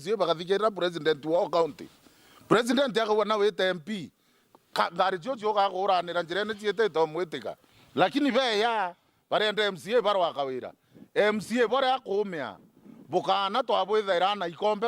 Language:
Meru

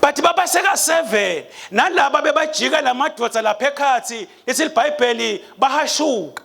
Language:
Swati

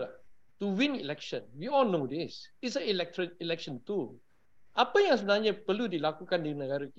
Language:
Malay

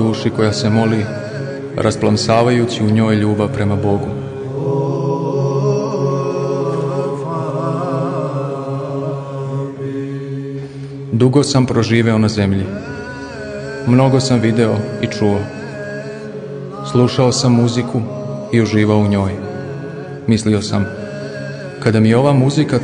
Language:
Serbian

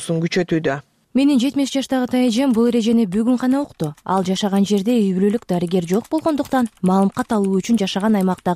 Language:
Kyrgyz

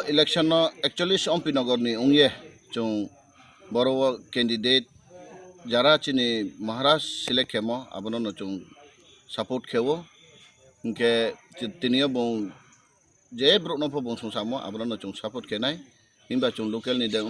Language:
Riang (India)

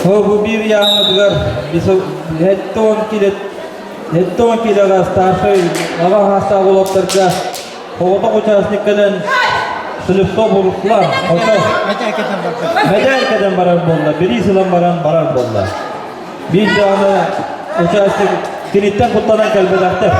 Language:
Yakut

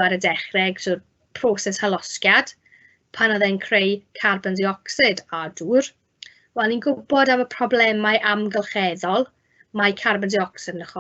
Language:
Welsh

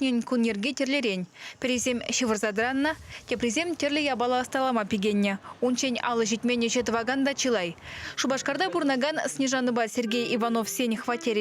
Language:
Chuvash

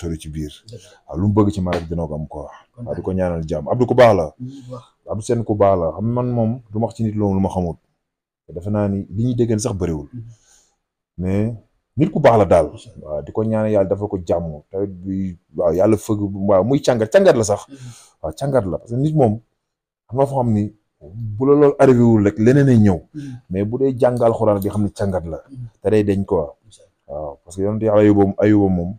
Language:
Wolof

